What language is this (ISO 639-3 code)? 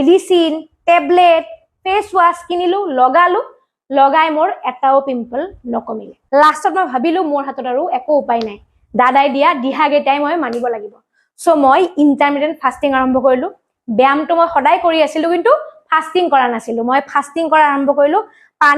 asm